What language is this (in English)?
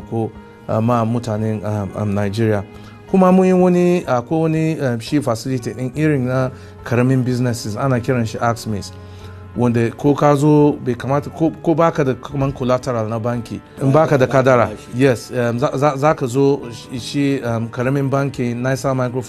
Hausa